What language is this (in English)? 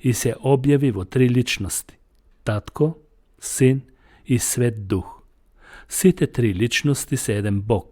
Macedonian